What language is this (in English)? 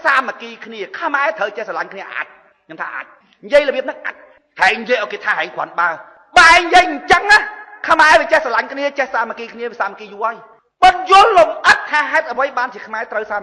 Khmer